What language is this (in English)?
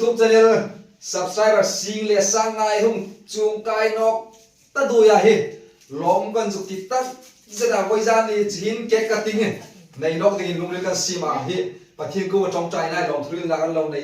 Hmar